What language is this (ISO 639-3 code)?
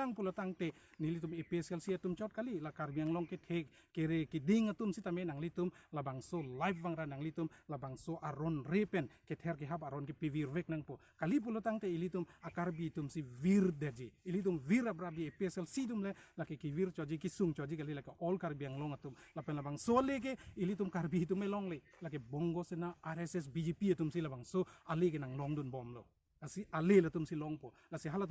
mjw